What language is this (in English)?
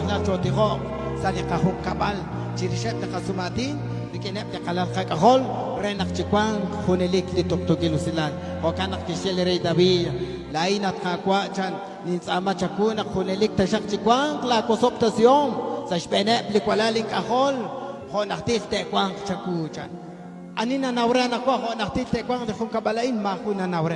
Kekchí